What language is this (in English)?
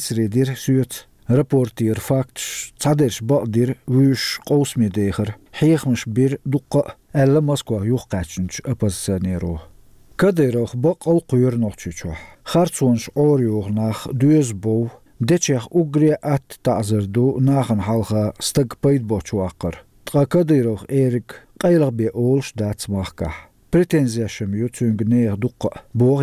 Chechen